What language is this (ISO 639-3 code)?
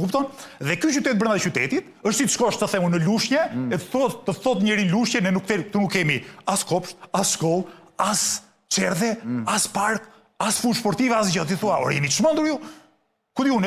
sqi